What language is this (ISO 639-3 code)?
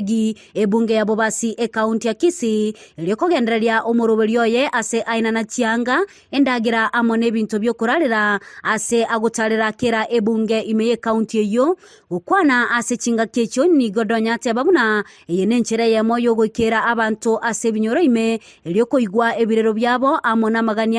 guz